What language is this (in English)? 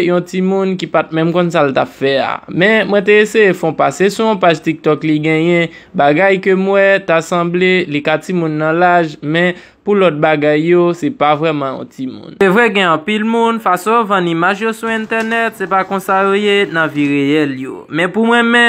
Haitian Creole